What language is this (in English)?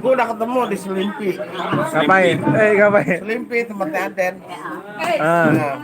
Betawi